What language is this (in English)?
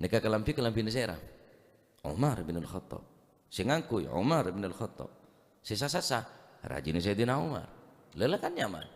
Madurese